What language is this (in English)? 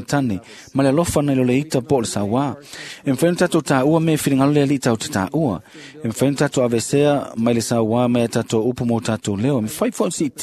Samoan